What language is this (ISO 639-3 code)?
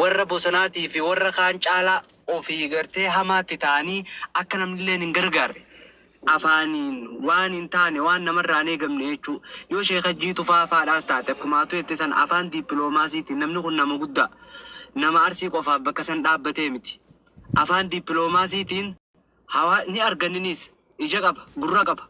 orm